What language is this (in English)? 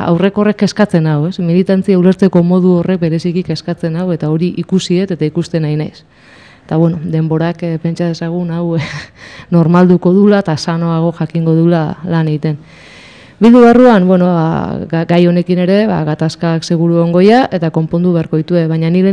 Basque